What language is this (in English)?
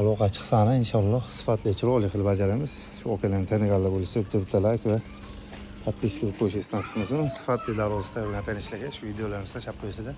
Uzbek